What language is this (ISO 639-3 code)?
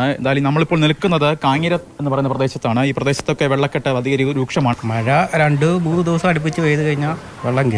mal